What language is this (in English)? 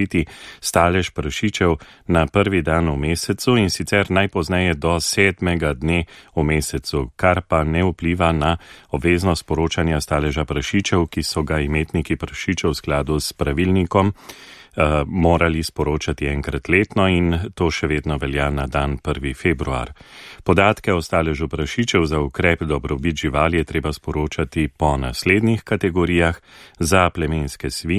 Slovenian